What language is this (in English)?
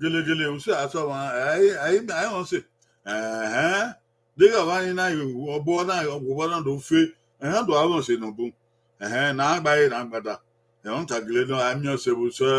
Bini